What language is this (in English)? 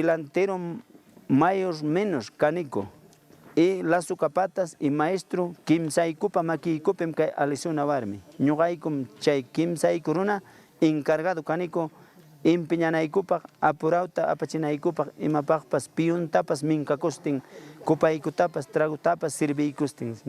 Ayacucho Quechua